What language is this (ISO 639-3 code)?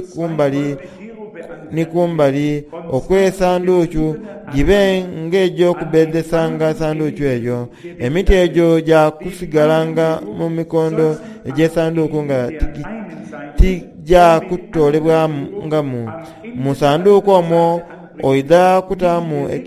xog